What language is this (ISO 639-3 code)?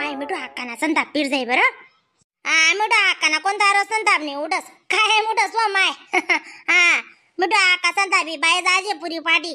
khn